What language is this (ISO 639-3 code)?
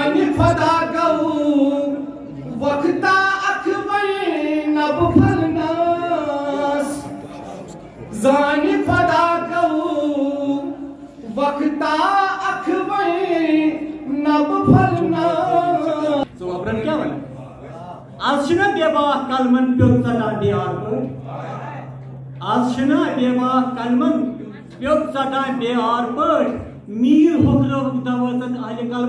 kas